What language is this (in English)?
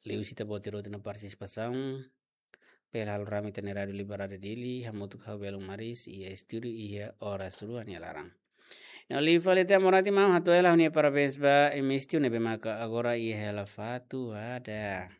Tetum